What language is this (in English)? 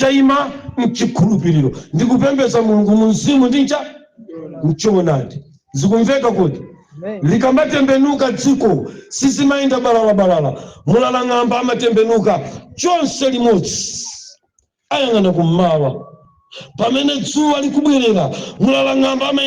Nyanja